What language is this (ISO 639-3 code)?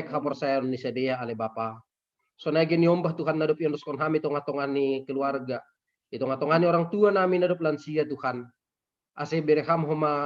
bts